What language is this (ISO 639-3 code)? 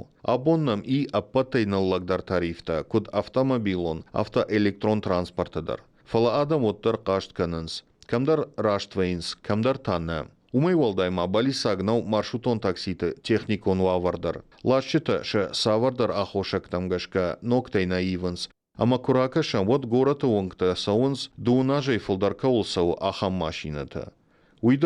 oss